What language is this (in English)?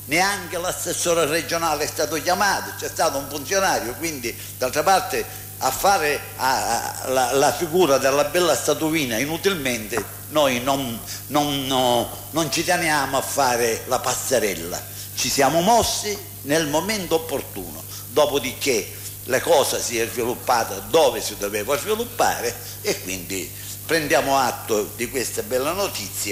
Italian